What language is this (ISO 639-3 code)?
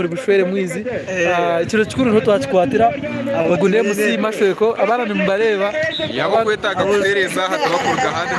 nyn